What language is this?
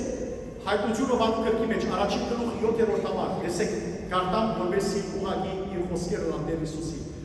Western Armenian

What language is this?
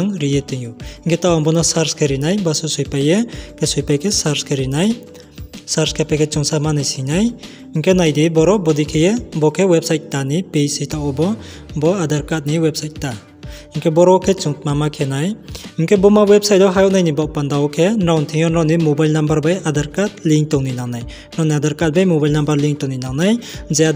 Riang (India)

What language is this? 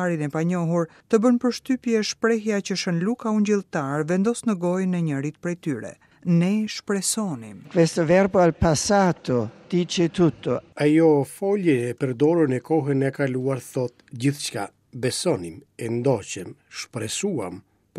Albanian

